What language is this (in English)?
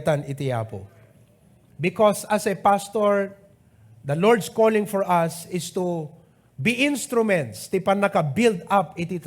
Iloko